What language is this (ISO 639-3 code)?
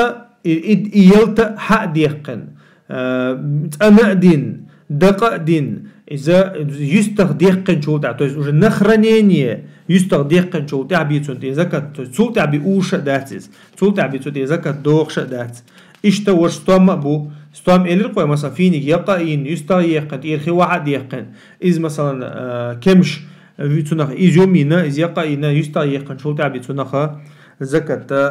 che